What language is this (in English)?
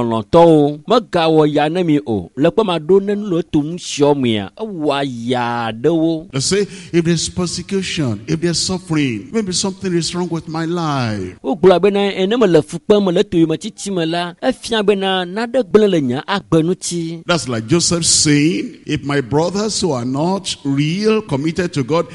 Ewe